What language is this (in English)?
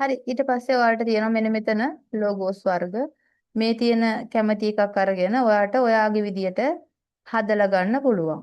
Sinhala